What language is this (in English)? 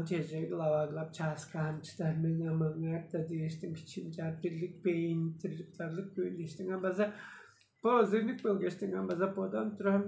Tuvinian